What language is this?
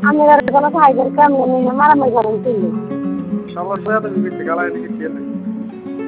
Bangla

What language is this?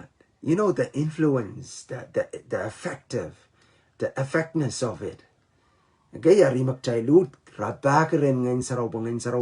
Pohnpeian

